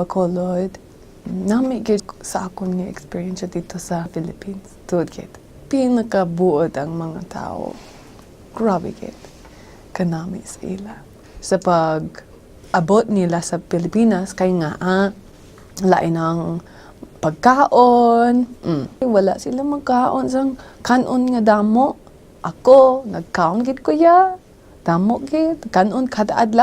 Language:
Hiligaynon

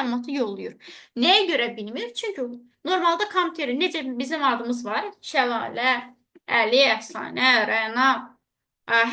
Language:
Azerbaijani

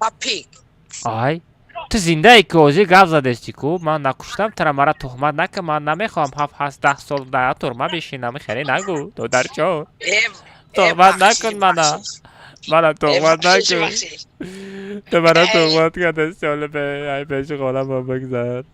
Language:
Tajik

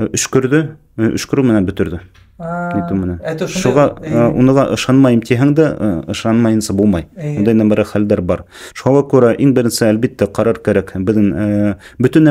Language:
Bashkir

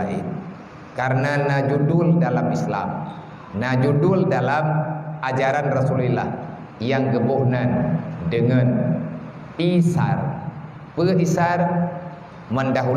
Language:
Achinese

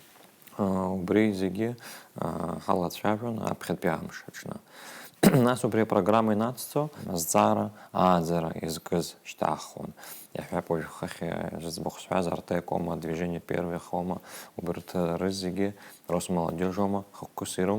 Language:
Abkhazian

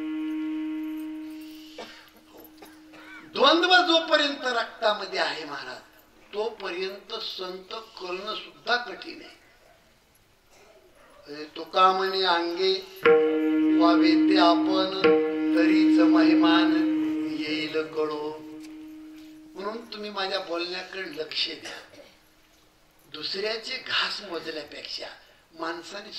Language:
Marathi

